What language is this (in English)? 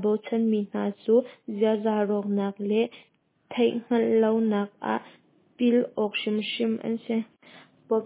Hakha Chin